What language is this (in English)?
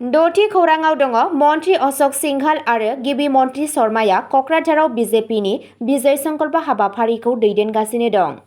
Bodo